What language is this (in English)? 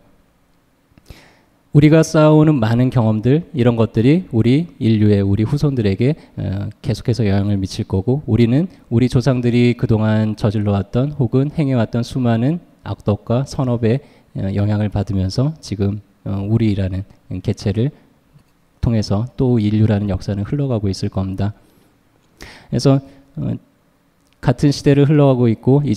Korean